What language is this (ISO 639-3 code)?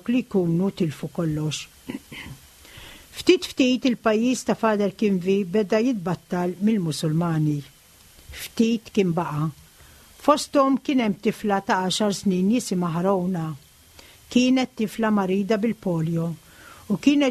mlt